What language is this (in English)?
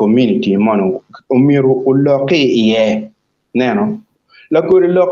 Acoli